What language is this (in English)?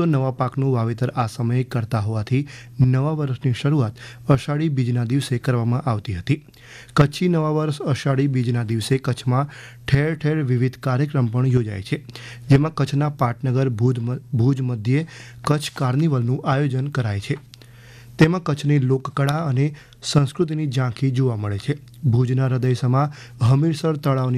Gujarati